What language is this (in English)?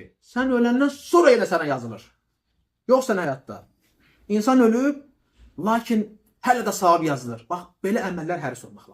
Azerbaijani